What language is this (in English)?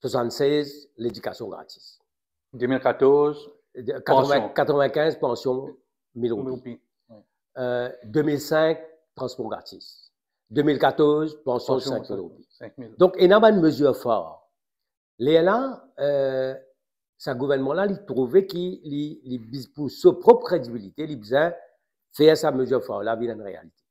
Morisyen